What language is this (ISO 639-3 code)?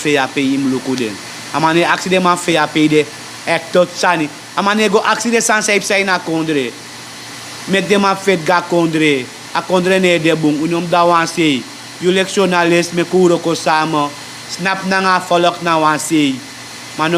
srn